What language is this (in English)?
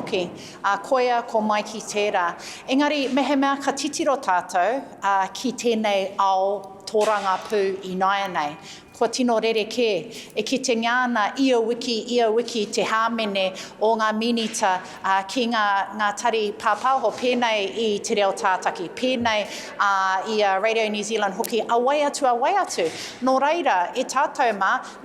Māori